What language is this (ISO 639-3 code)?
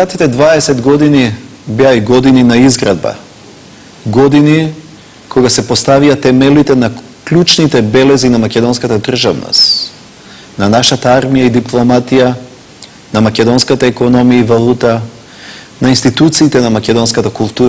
mkd